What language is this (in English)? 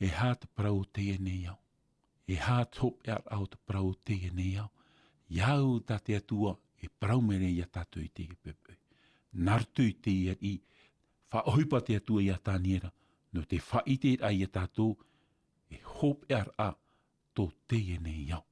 Tahitian